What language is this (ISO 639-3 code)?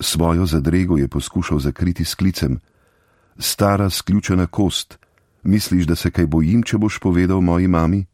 slv